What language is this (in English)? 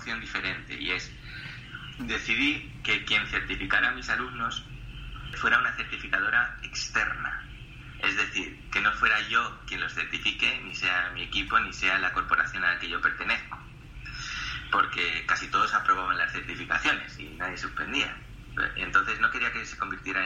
Spanish